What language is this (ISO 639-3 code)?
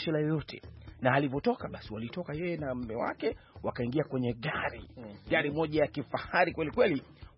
swa